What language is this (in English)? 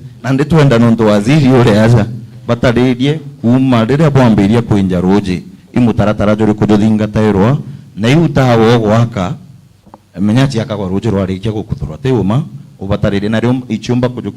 Meru